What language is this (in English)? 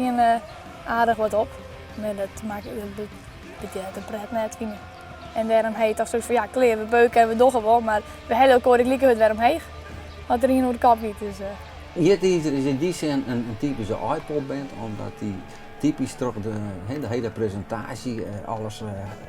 Western Frisian